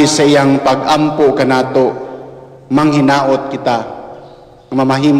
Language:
Cebuano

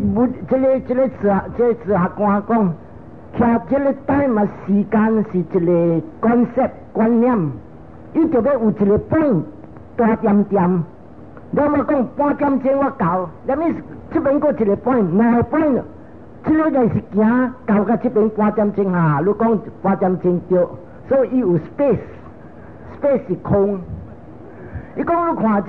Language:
Min Nan Chinese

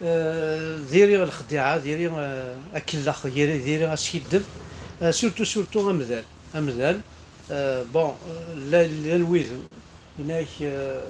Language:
Kabyle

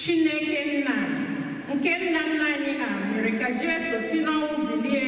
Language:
Igbo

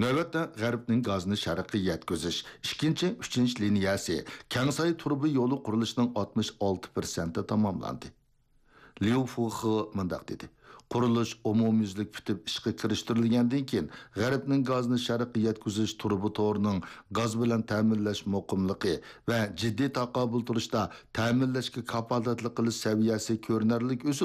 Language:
Uyghur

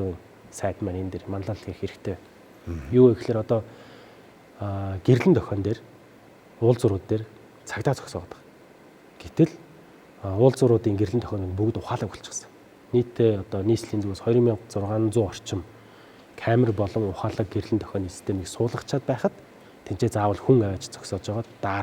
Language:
Mongolian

